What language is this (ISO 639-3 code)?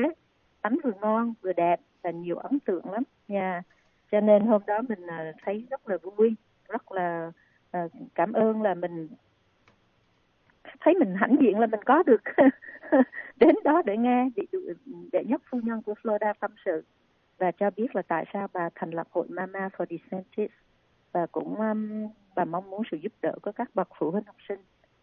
vie